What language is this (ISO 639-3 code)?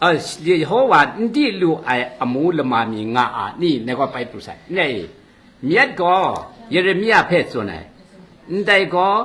kac